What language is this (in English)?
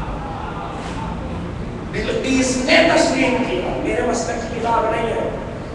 Urdu